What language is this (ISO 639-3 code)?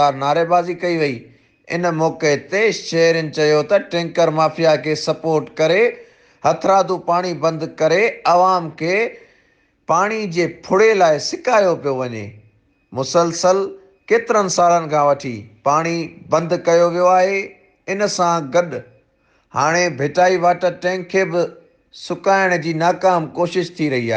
snd